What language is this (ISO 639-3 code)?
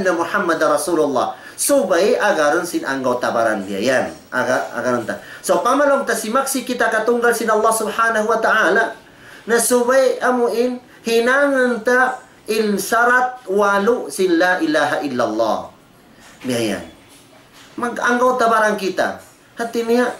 tsg